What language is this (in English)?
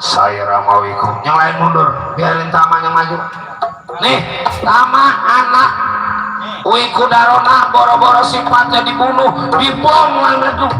Betawi